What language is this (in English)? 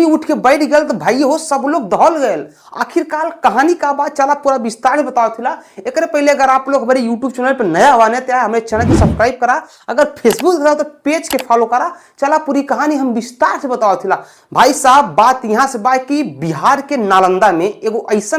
Bhojpuri